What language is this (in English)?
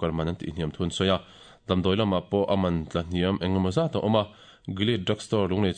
Mizo